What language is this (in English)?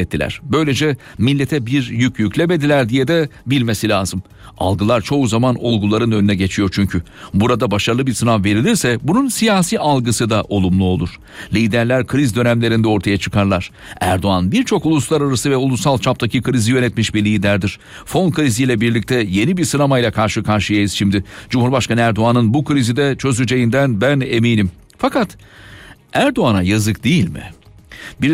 Turkish